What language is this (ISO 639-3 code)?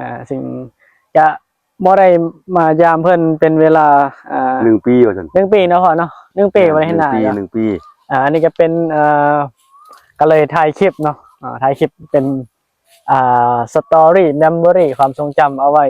tts